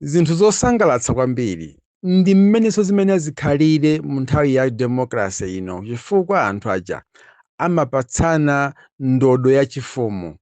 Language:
Nyanja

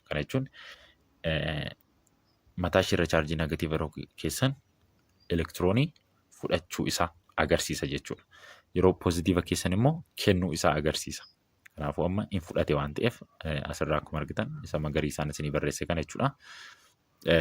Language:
Oromo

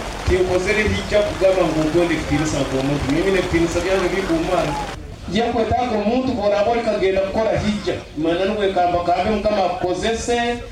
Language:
Nyoro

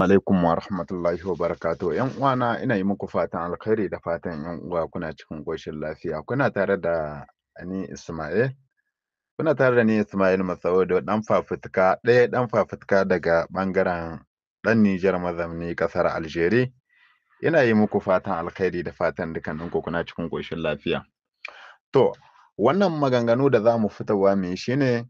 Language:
Hausa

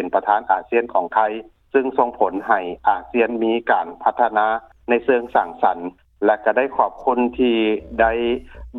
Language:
Lao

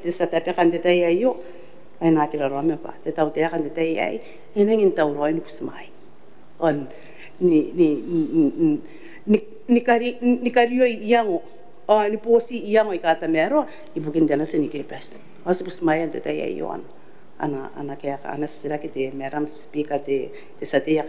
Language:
Gilbertese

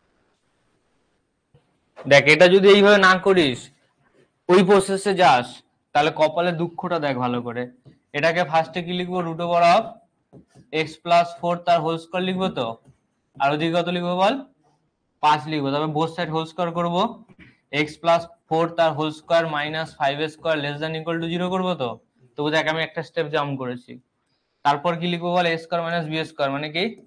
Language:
Bangla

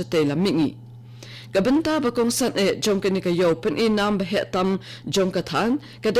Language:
Khasi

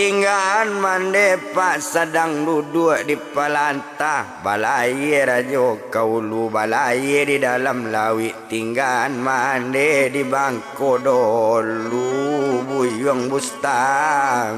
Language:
Minangkabau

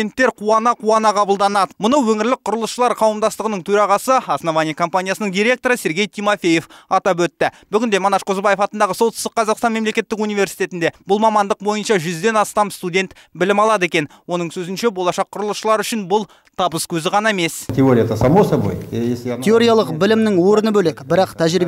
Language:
Kazakh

